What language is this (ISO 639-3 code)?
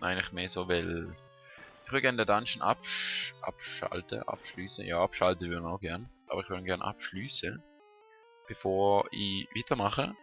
gsw